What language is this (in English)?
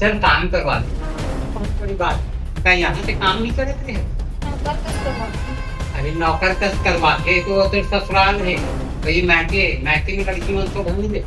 Chhattisgarhi